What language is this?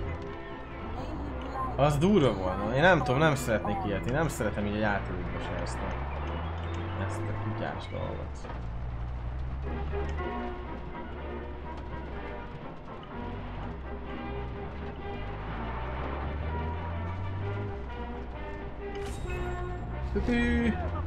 Hungarian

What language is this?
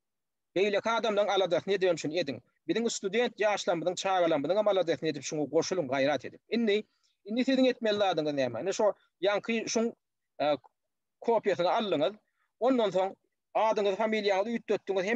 Turkmen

